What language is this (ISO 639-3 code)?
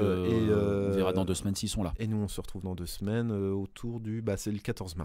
fra